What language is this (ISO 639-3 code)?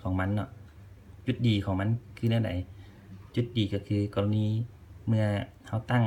lao